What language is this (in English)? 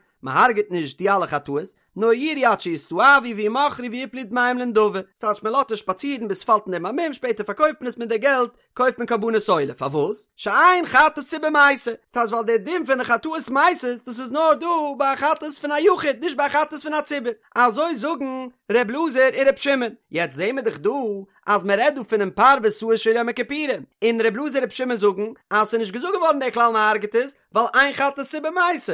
Yiddish